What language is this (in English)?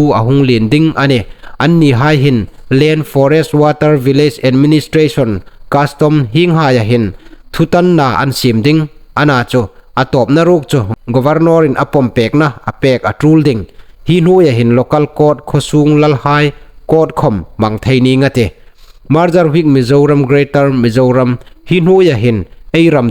Hmar